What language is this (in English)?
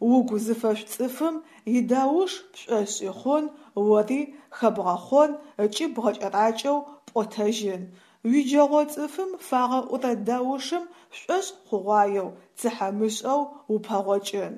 Adyghe